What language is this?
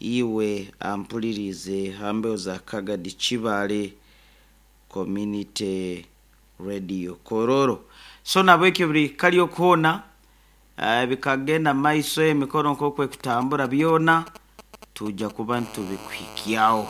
Nyoro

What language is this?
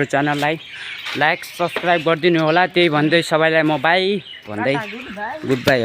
Nepali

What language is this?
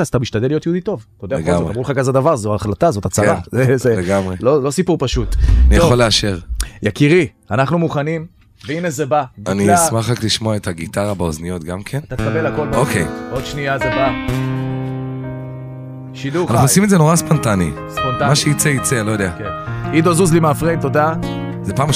Hebrew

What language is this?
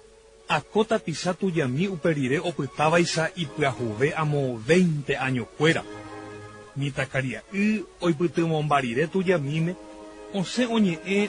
Guarani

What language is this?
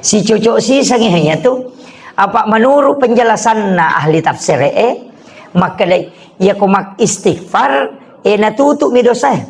Buginese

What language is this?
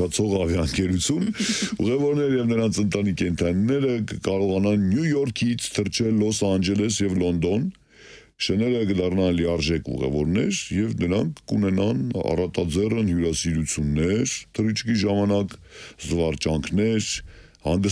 Armenian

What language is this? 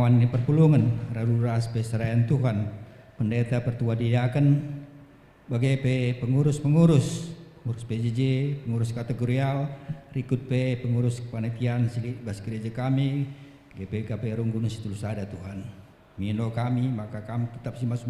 Batak Karo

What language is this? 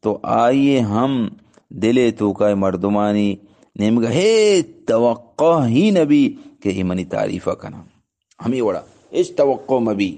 Eastern Balochi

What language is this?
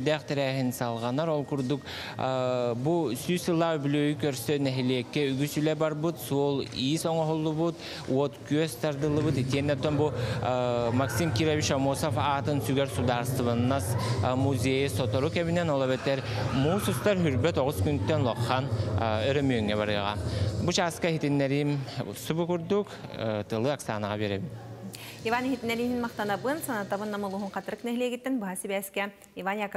Yakut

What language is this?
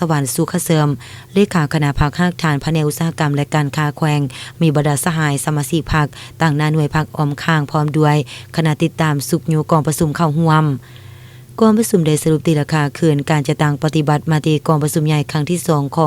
Lao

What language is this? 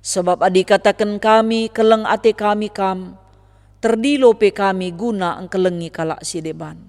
Batak Karo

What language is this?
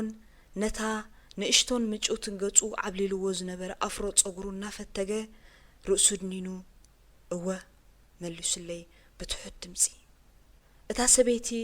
Tigrinya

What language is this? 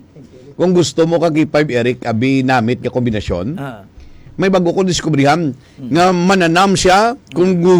Hiligaynon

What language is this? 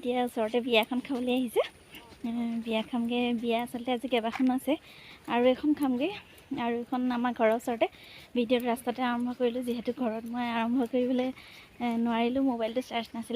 Assamese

